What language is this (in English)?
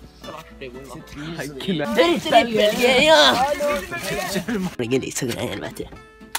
Norwegian